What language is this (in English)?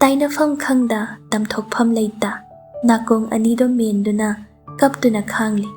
Manipuri